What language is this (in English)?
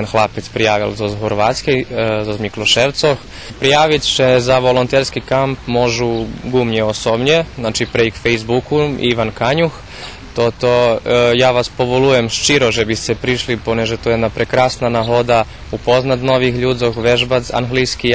Rusyn